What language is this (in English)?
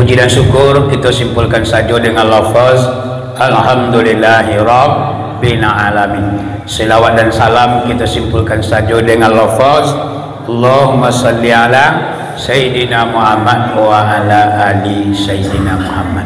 Minangkabau